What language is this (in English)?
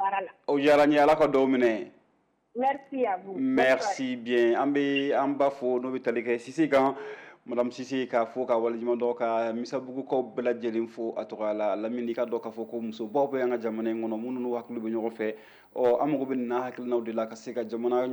Bambara